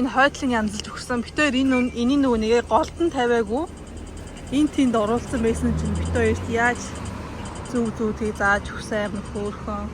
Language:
Mongolian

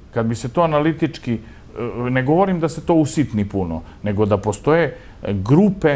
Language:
Serbian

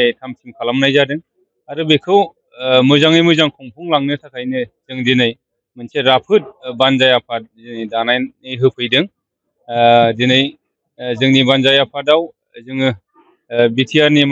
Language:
Bodo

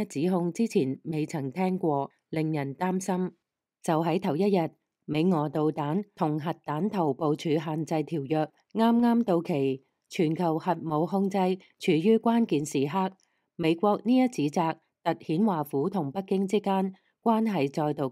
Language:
Cantonese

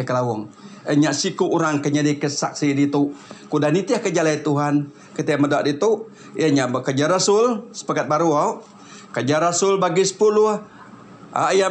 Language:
Iban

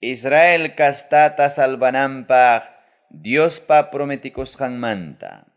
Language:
Ayacucho Quechua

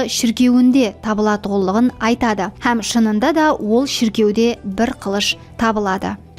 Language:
Kara-Kalpak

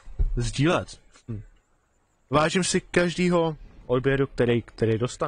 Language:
Czech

